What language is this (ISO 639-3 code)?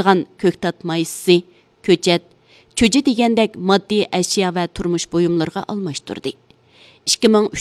uig